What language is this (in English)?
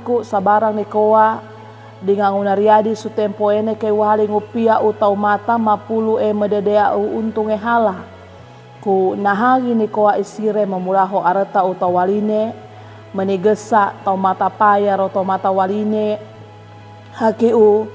Sangir